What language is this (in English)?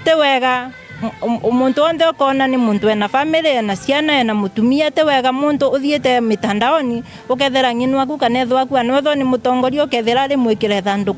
Meru